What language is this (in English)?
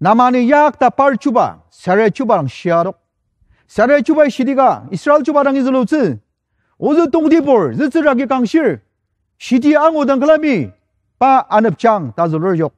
Ao Naga